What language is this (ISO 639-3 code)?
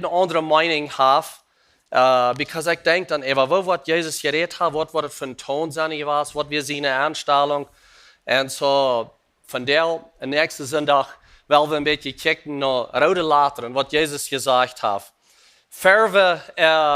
pdt